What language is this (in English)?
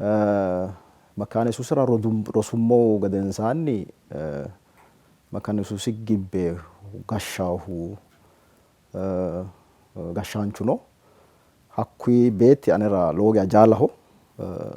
Sidamo